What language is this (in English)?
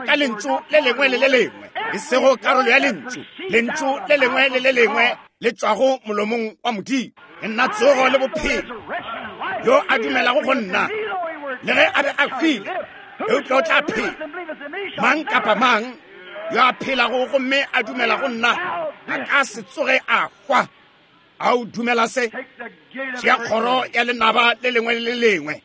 Northern Sotho